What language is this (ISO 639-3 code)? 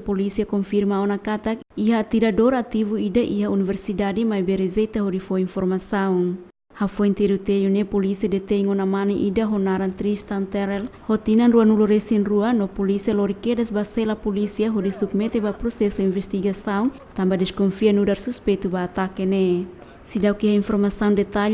tet